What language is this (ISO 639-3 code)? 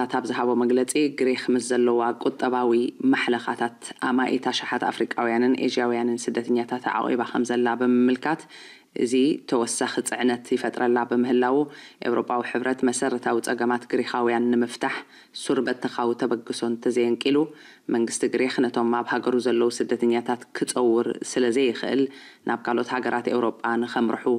tir